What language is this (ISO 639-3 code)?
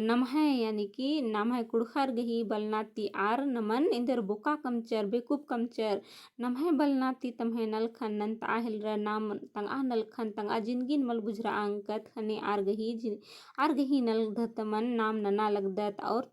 kru